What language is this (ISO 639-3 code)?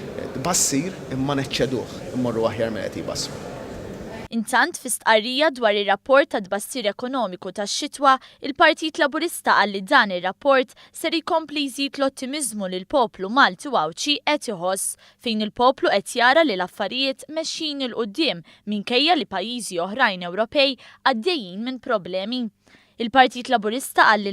mlt